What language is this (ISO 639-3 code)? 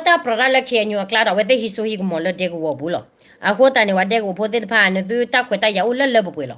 ksw